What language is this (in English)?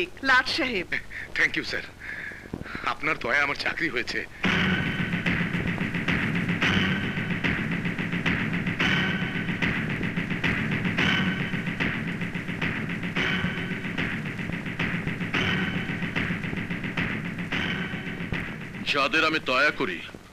Bangla